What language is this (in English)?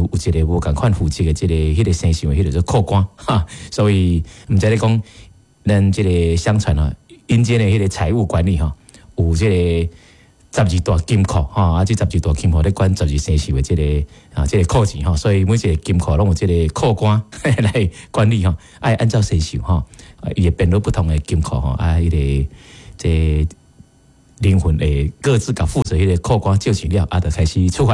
Min Nan Chinese